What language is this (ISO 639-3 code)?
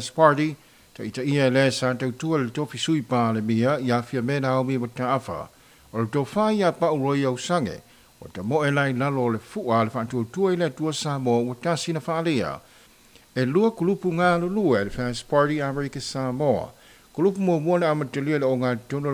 smo